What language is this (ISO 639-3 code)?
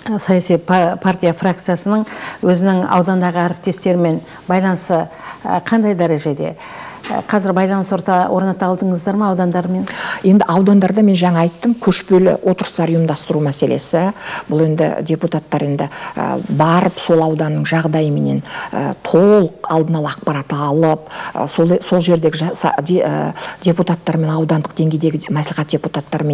kaz